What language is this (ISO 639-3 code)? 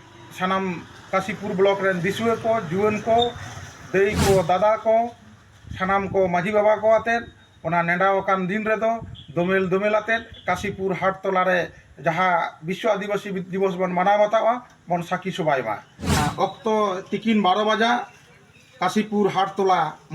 sat